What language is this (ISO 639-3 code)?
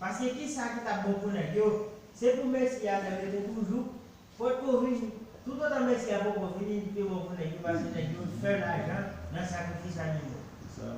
hat